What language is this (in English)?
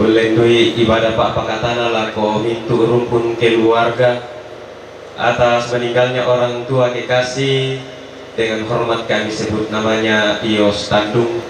Toraja-Sa'dan